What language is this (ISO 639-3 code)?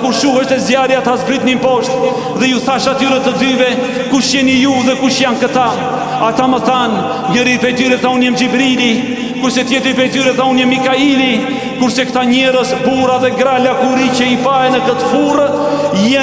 sqi